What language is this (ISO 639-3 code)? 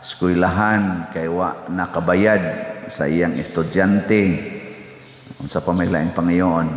ceb